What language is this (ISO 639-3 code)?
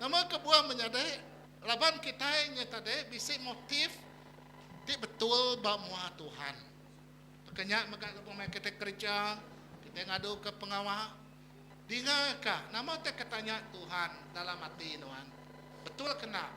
iba